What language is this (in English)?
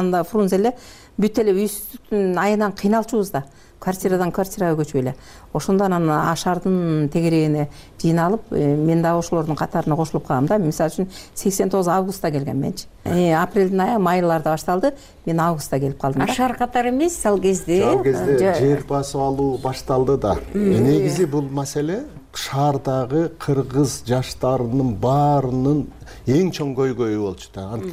Kyrgyz